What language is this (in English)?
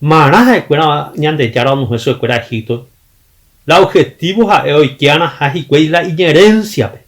Guarani